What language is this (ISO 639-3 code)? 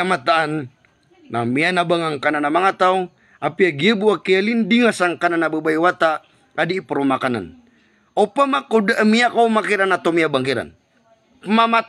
mrw